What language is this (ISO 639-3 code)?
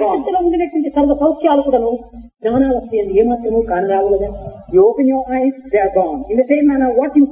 tel